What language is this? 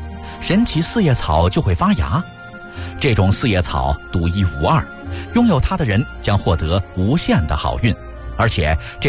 Chinese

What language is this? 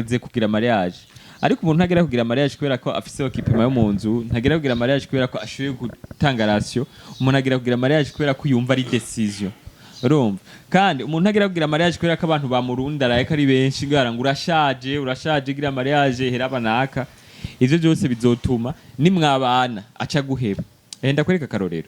Rundi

